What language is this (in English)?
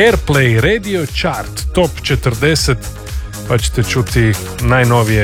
Croatian